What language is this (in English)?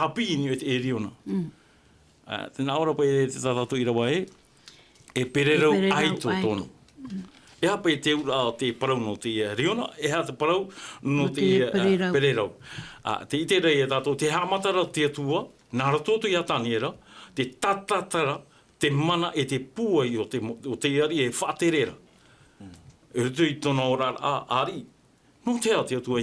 Tahitian